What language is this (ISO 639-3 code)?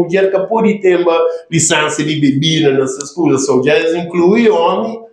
kea